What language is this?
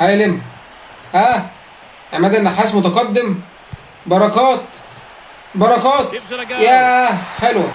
Egyptian Arabic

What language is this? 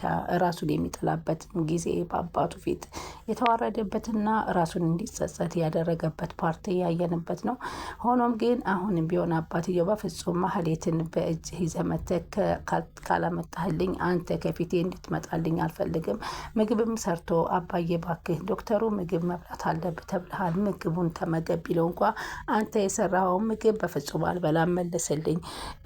Amharic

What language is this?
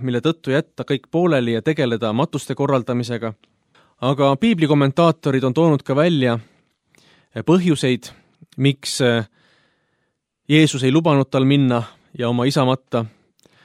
Estonian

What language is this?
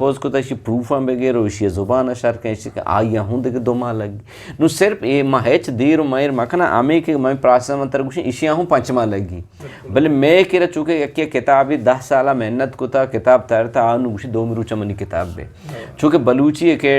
Eastern Balochi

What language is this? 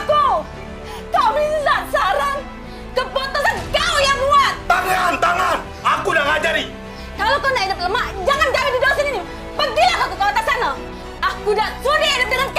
Musi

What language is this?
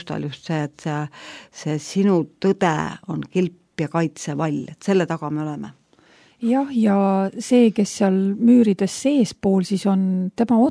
Estonian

